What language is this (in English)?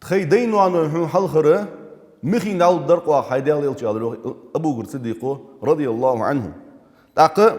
Ingush